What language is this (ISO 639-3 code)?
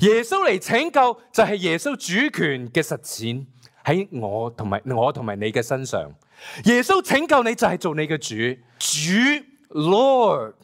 yue